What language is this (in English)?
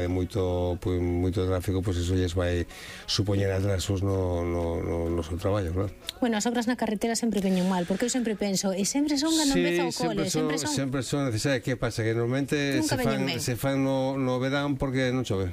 Galician